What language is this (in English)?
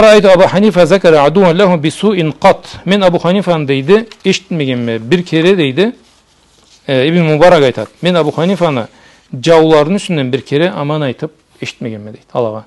Karachay-Balkar